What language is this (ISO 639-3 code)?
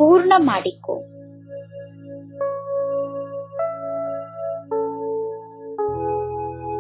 kan